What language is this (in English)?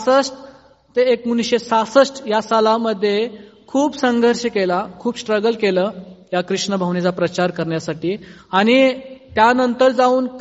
Marathi